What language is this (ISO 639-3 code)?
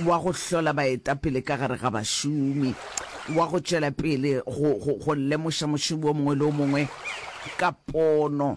nso